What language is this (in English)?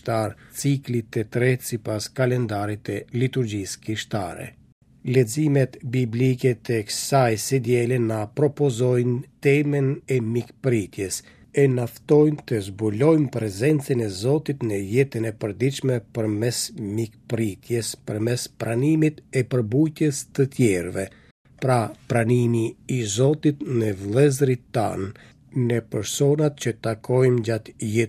Albanian